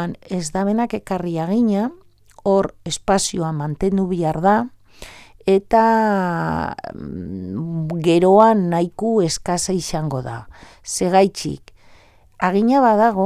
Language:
Basque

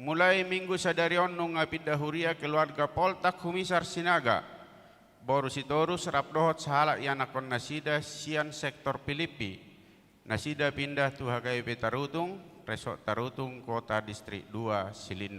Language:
Batak Toba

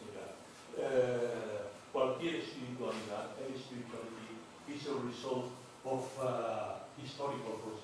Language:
Galician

